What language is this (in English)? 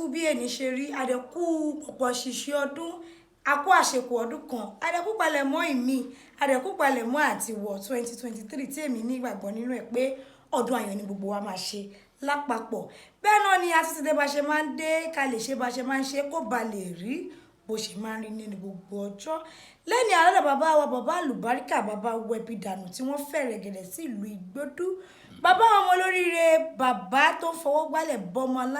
Yoruba